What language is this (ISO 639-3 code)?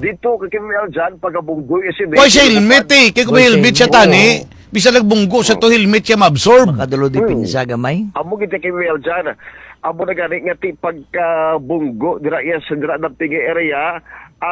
hil